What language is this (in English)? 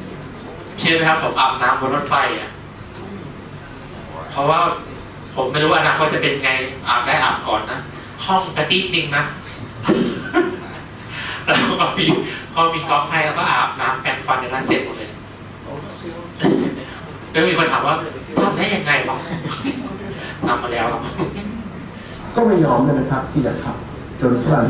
Thai